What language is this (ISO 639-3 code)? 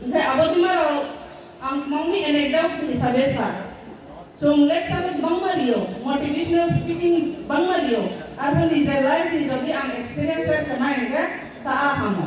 ria